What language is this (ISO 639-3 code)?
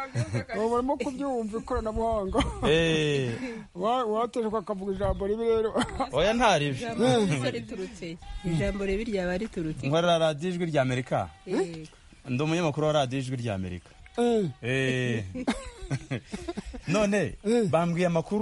kin